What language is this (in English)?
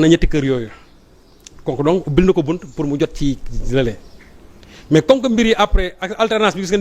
Wolof